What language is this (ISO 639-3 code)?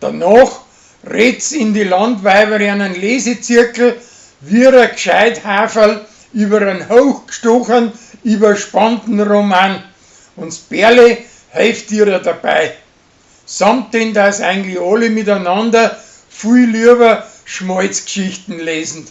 bar